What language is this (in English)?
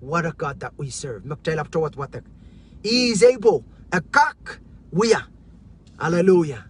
Pohnpeian